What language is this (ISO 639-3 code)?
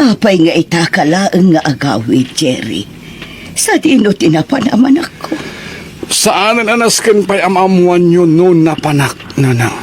ilo